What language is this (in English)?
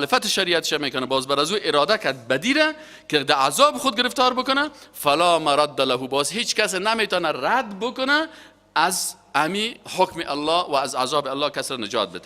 Tajik